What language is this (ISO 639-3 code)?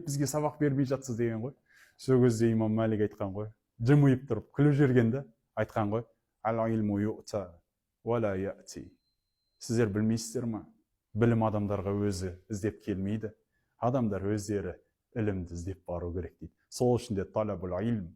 kaz